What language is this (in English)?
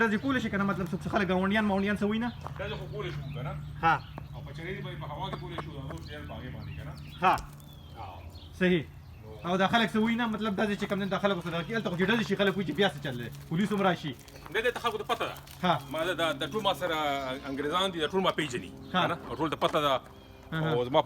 Pashto